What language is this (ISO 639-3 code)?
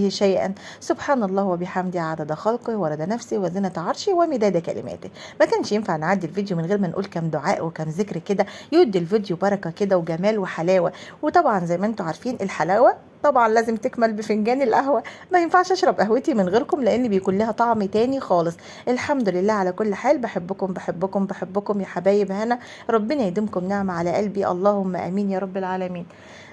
arz